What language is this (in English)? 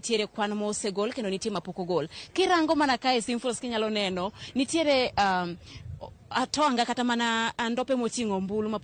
Luo (Kenya and Tanzania)